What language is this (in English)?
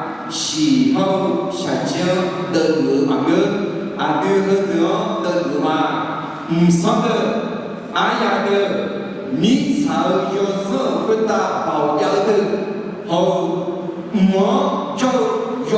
Akha